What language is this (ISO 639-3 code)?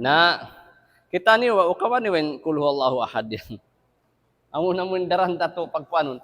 tsg